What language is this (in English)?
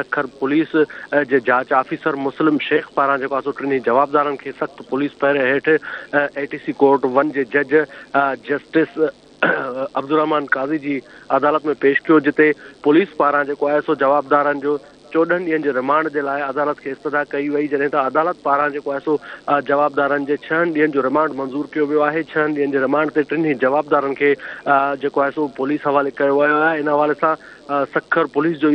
Sindhi